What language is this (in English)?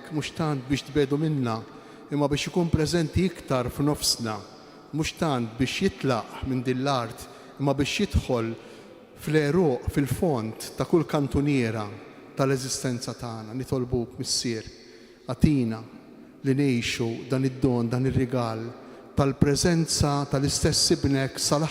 Maltese